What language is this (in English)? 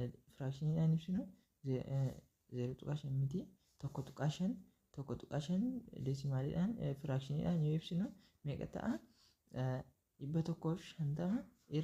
Oromo